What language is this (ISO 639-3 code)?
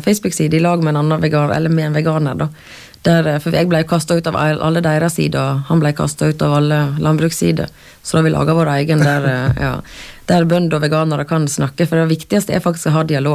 nor